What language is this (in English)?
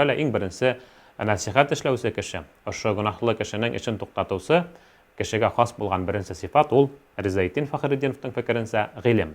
Bashkir